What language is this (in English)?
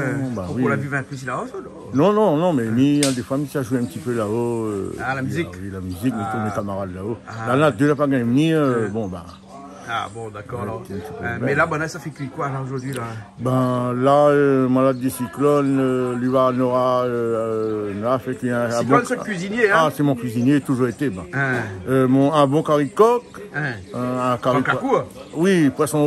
Réunion Creole French